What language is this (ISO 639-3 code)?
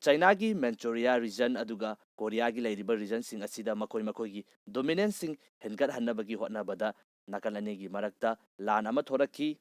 mni